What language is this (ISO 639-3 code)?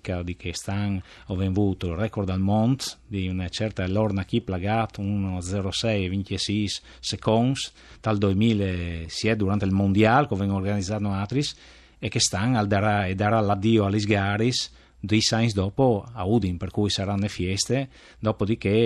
fur